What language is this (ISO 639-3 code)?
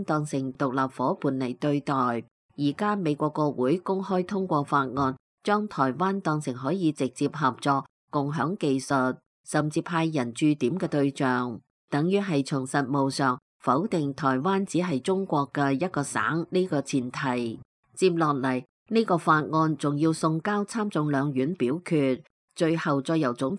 yue